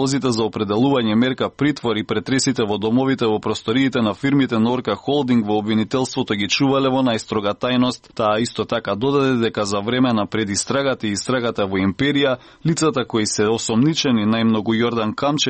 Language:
Macedonian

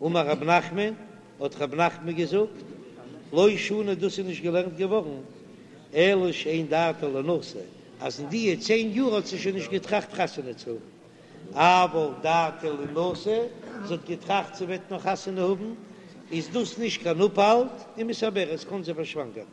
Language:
Yiddish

